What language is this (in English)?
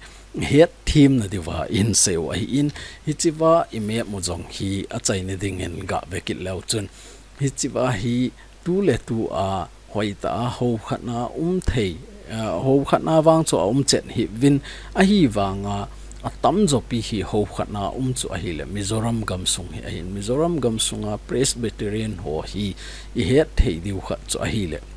Thado Chin